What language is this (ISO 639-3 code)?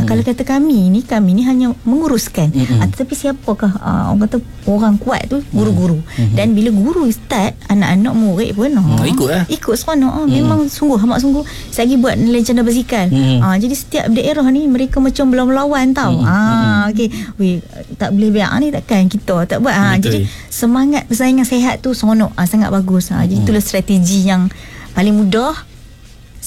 msa